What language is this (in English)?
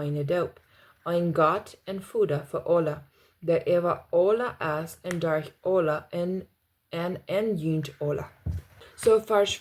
Plautdietsch